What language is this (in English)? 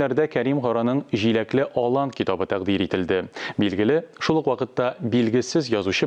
Tatar